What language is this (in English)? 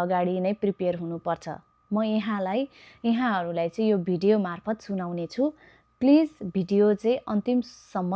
Nepali